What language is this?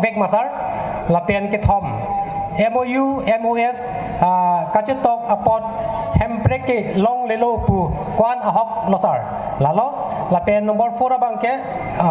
Karbi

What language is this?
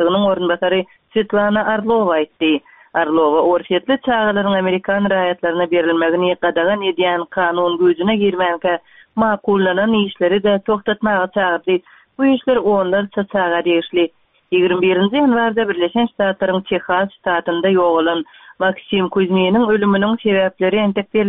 Turkmen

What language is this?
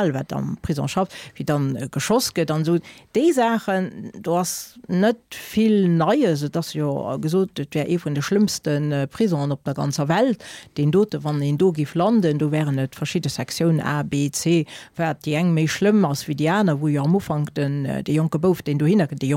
Luxembourgish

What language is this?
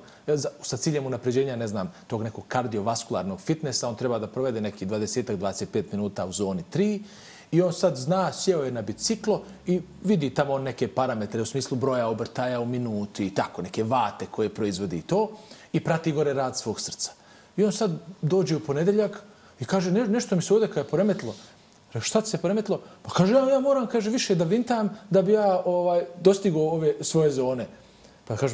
Bosnian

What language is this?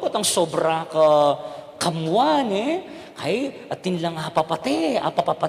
Pampanga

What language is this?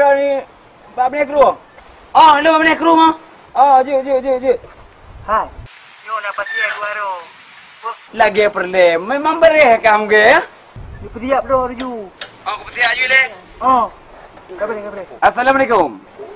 Achinese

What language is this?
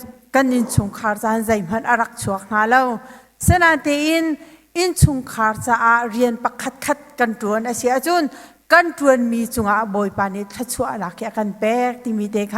Hakha Chin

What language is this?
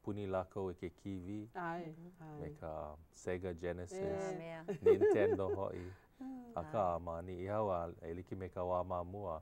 Hawaiian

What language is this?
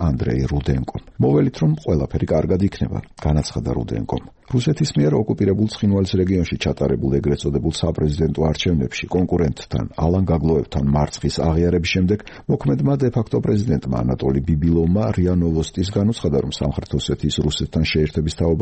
Georgian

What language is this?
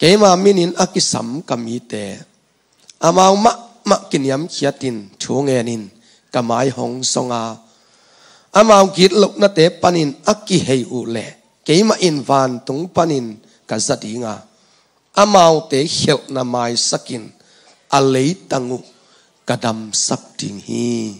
Tedim Chin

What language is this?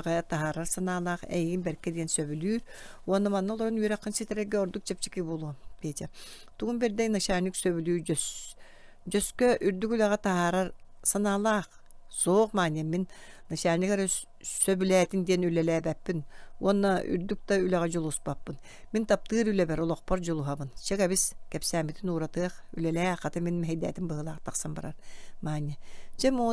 Yakut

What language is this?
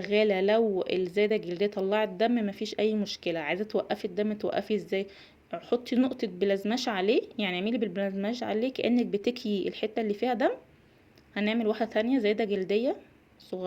Egyptian Arabic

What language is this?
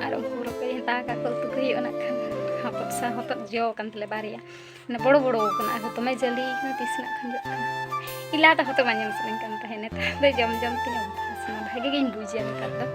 Santali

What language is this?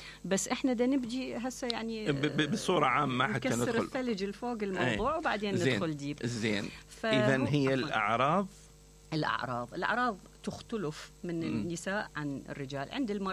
Mesopotamian Arabic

